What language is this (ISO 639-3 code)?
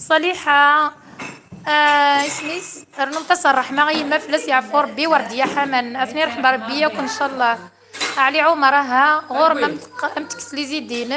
kab